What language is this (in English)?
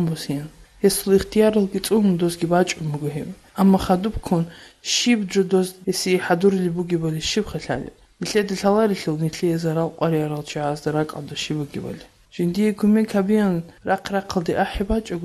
Avaric